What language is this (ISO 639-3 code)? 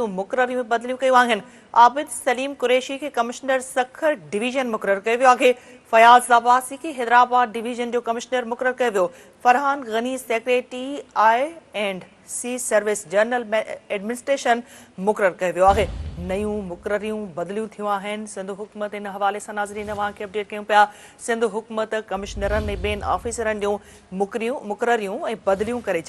snd